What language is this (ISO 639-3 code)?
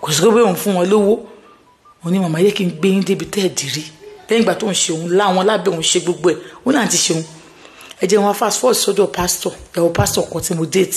yor